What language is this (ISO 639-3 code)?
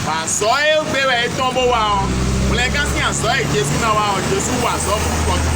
fon